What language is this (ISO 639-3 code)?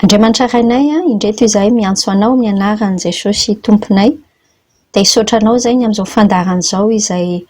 mlg